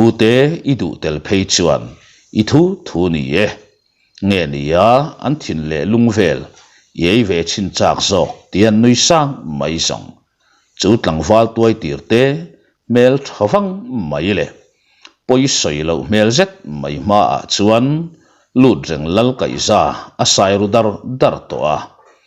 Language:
Mizo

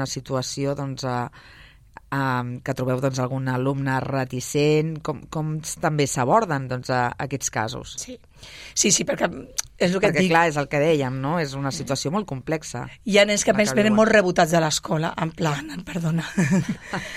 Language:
Catalan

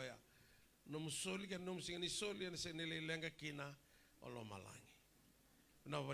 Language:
Fijian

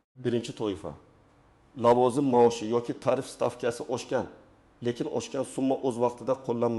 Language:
Uzbek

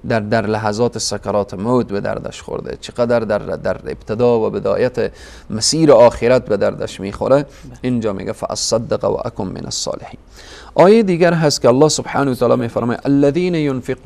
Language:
Persian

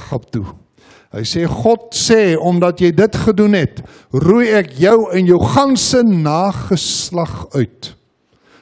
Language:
Afrikaans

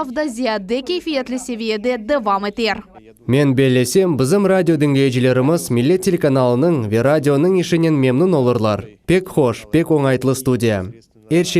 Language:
Crimean Tatar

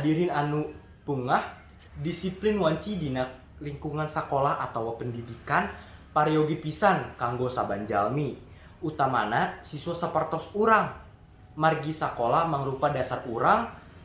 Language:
Sundanese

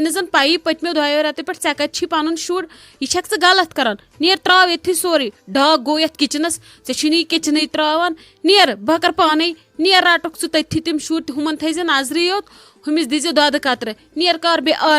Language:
Kashmiri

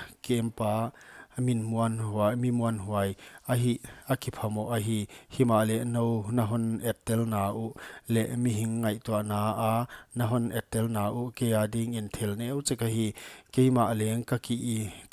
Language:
Paite Chin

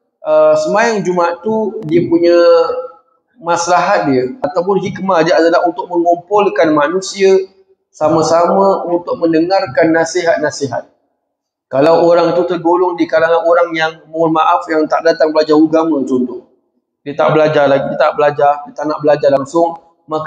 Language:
Malay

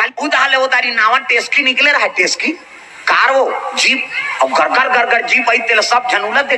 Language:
Chhattisgarhi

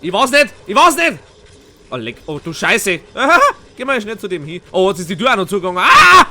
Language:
Bavarian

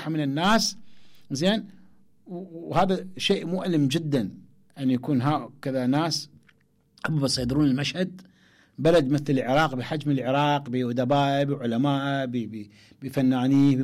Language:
Mesopotamian Arabic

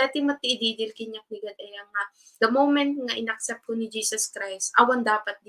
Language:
Iloko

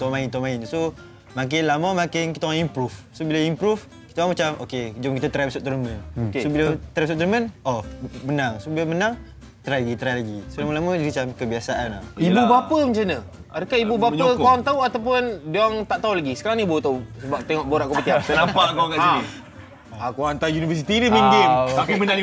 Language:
Malay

